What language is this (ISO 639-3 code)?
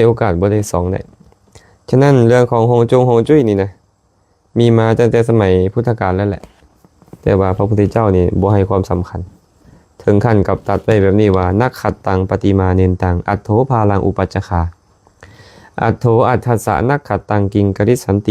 lao